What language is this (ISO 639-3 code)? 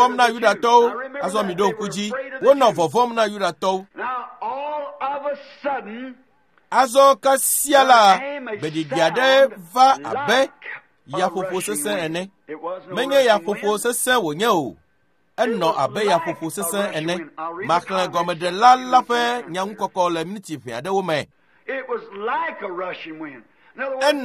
ewe